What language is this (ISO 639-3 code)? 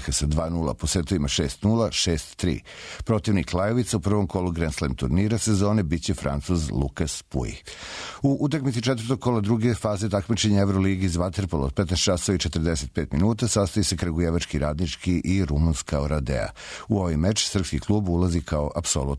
srp